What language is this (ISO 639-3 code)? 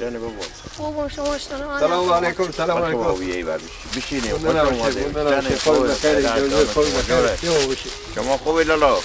fas